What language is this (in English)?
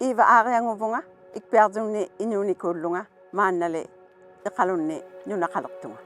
Inuktitut